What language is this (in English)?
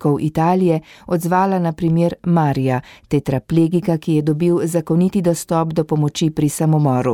Slovenian